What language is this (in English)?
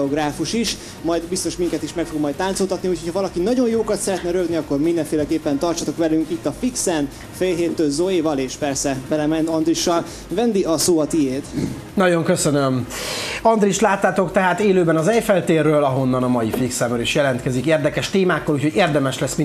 Hungarian